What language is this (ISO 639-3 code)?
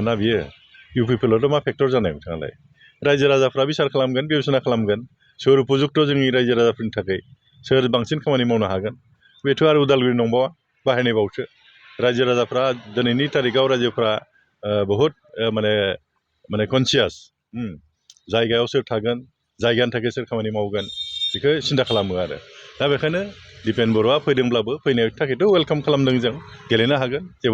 brx